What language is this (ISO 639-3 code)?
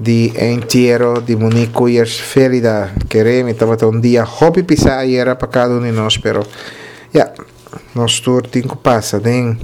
pap